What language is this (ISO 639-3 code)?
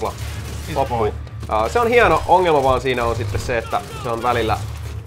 fin